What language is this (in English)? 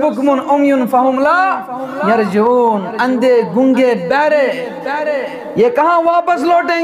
Kashmiri